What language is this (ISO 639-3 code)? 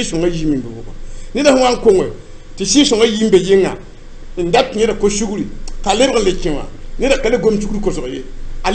mos